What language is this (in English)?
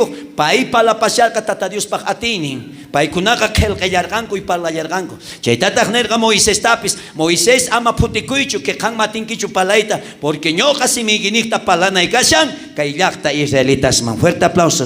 South Bolivian Quechua